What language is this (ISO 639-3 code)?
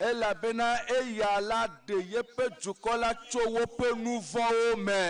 ewe